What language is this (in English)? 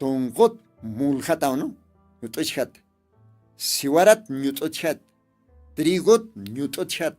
Aymara